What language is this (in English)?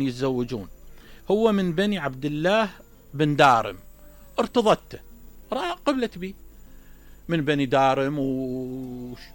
Mesopotamian Arabic